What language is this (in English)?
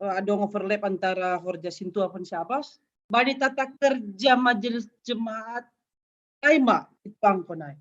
Batak Simalungun